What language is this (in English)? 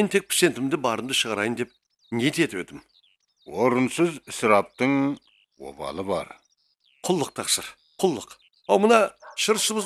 Kara-Kalpak